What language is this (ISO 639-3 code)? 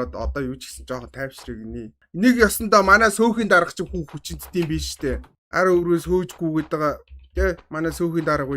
mon